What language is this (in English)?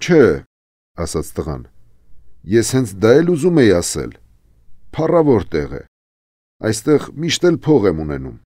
Armenian